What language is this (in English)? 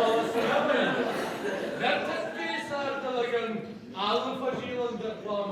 Ossetic